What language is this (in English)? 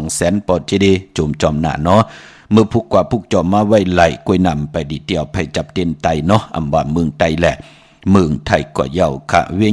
Shan